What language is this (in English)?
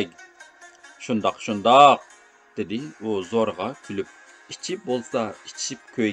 Uyghur